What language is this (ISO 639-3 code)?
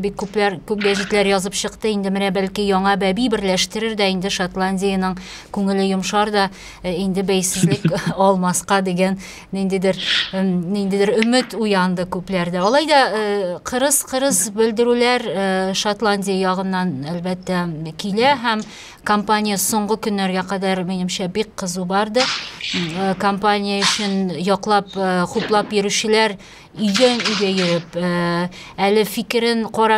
tat